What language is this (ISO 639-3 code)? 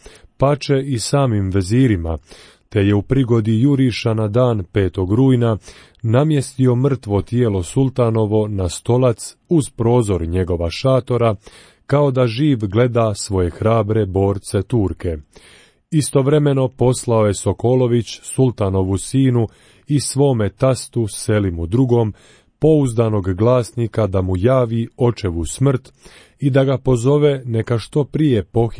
hrv